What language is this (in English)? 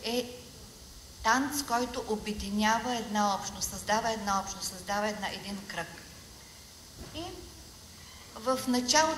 Bulgarian